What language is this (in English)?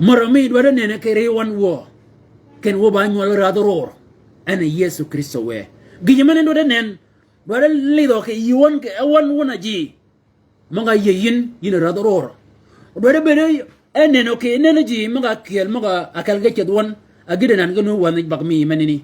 Shilluk